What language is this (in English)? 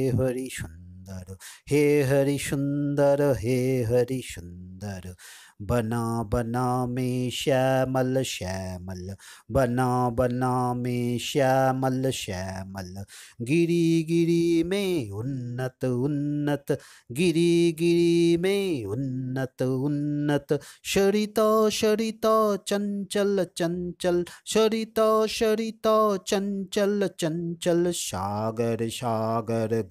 Sanskrit